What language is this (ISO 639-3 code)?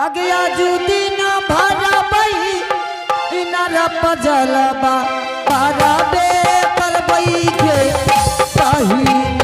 anp